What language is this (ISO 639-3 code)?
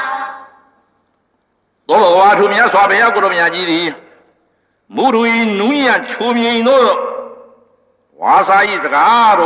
mya